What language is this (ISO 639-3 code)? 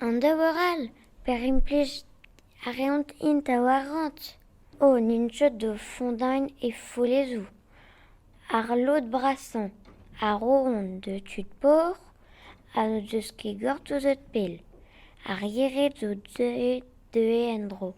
bre